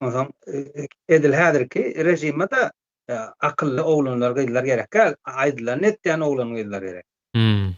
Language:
Turkmen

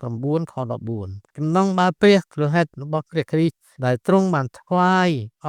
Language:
Khmer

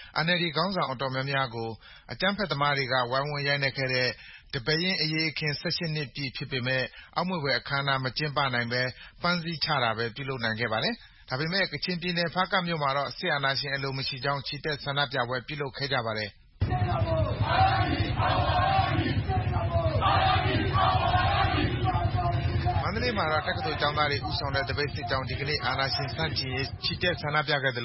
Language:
Burmese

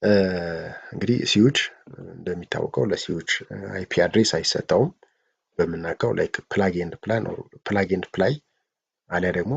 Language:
Amharic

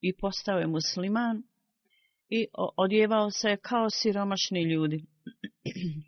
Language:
Bosnian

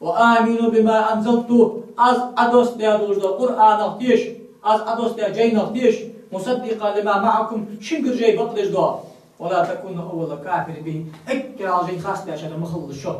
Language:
Ingush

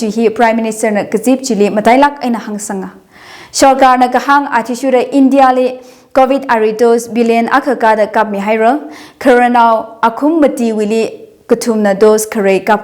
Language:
Tangkhul Naga (India)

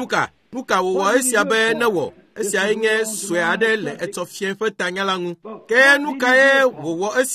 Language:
Ewe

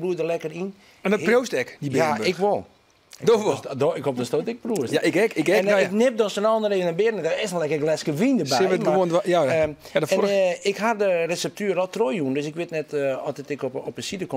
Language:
Western Frisian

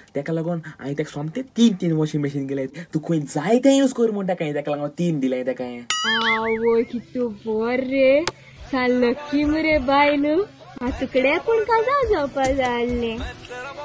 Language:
Konkani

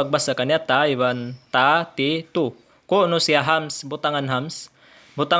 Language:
Tausug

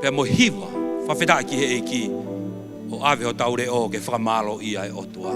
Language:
Tongan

